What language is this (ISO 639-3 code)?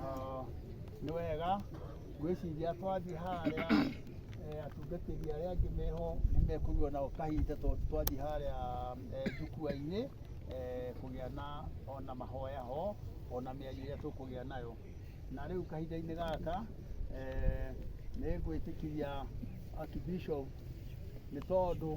kik